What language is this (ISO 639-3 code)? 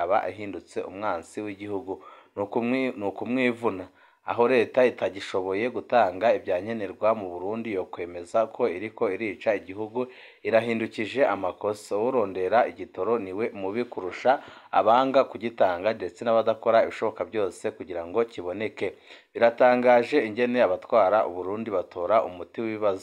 run